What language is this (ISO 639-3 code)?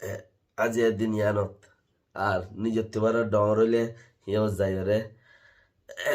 rhg